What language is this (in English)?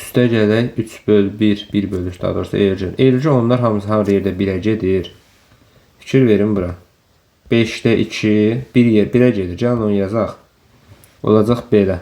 Azerbaijani